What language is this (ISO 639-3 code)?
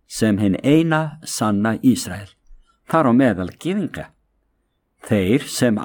isl